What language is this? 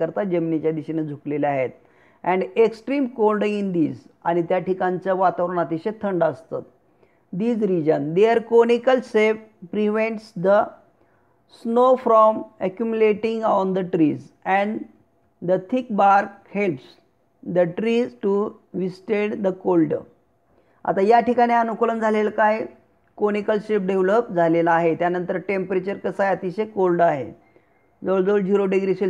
Marathi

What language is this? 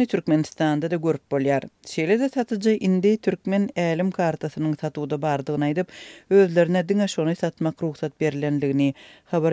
Turkmen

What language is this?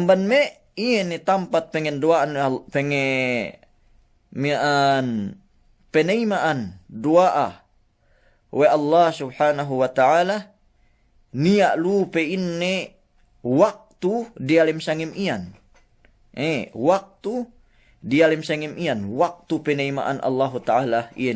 Yakan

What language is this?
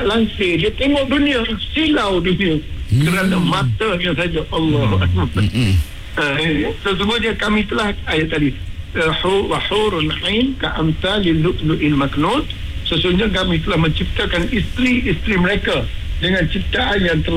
Malay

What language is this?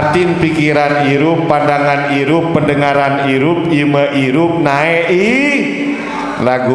Sasak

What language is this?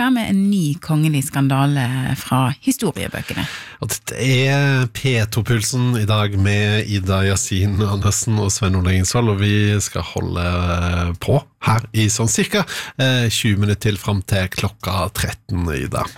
Norwegian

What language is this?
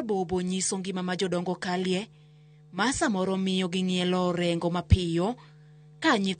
Luo (Kenya and Tanzania)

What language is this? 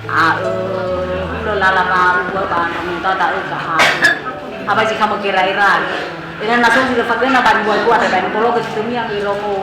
Nias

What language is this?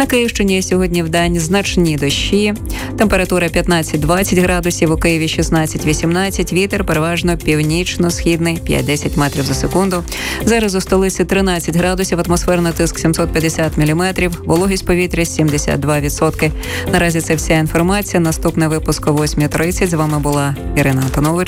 Ukrainian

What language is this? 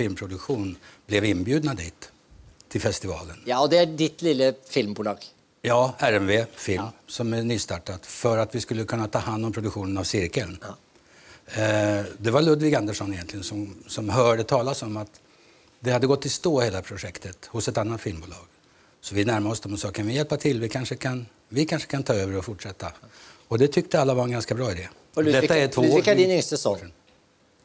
Swedish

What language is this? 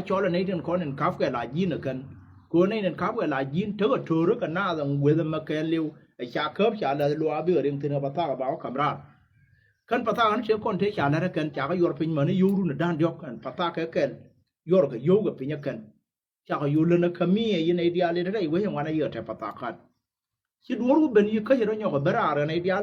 Nuer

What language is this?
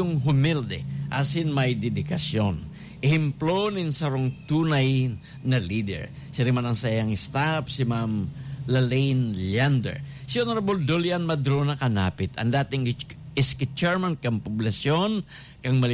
Bikol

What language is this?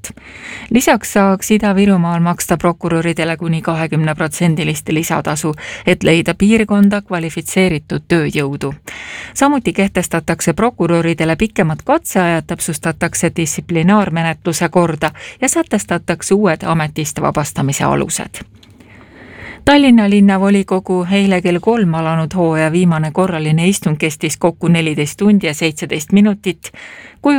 Estonian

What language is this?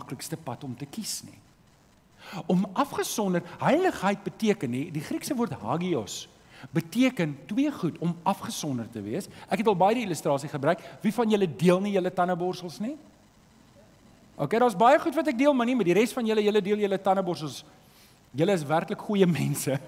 Afrikaans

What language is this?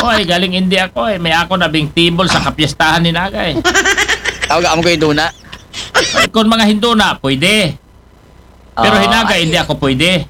Aklanon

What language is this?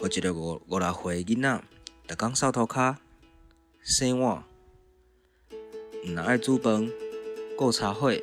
Min Nan Chinese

